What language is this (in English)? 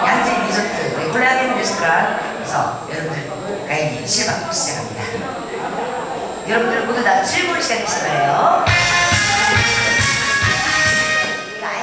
Korean